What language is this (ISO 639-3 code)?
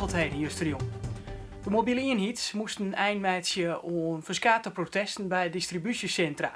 fry